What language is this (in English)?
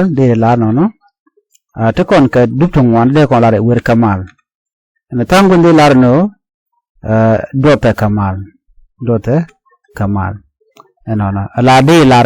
Nuer